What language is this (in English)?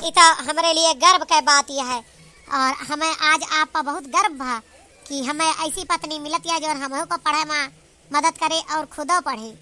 Awadhi